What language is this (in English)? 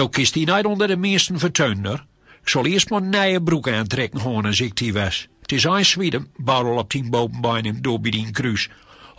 Gronings